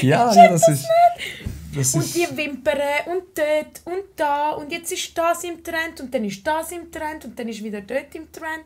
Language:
Swiss German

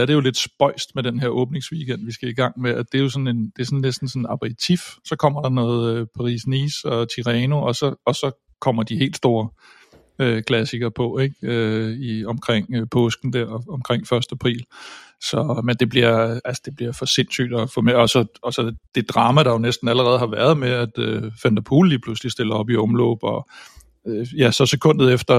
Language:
Danish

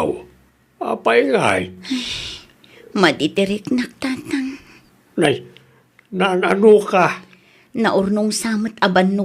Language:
Iloko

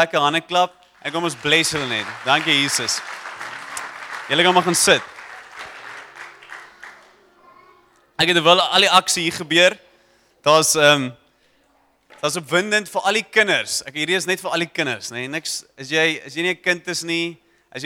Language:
Afrikaans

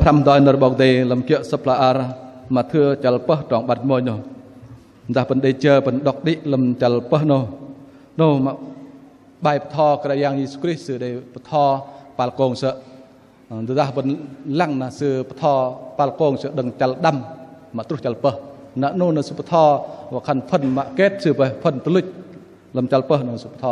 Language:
Bahnar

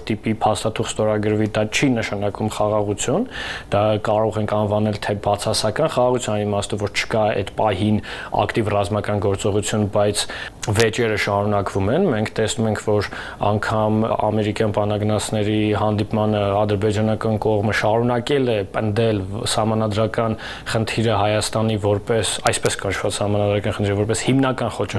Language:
Armenian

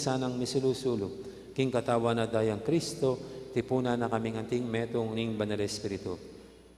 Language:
Pampanga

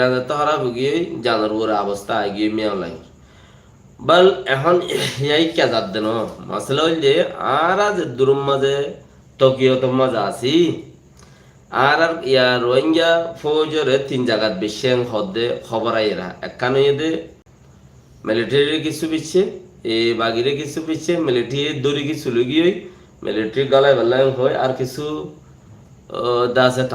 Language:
Rohingya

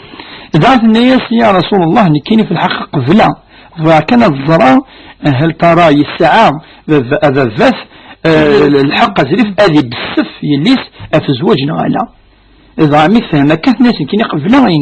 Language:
Kabyle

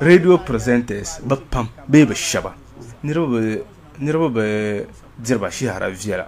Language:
Dagbani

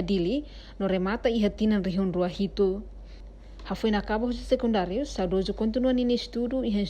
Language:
Tetum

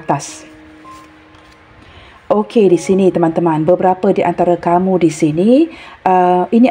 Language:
Malay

